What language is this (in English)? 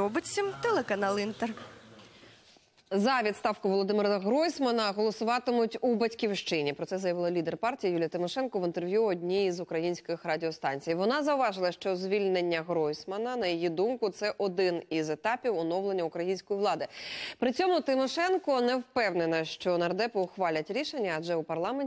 Ukrainian